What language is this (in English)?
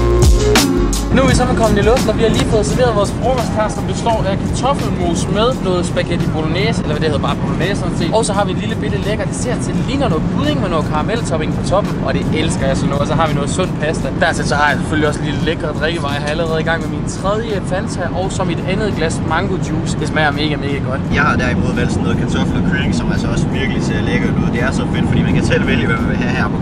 Danish